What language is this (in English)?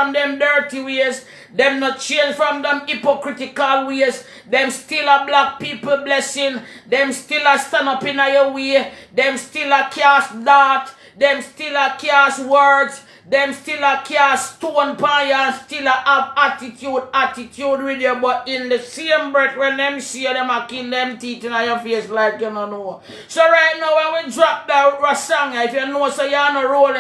Jamaican Creole English